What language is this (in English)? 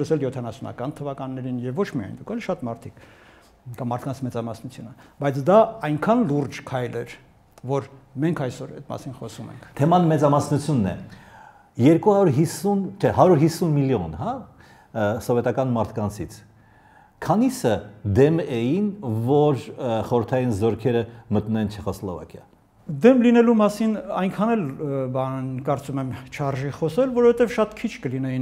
Armenian